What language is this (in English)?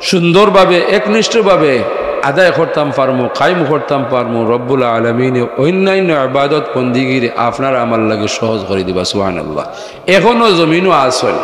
Sylheti